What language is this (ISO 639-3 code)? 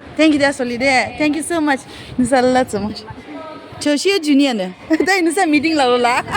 yim